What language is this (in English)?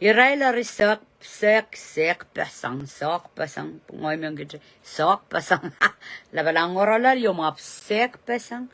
Pohnpeian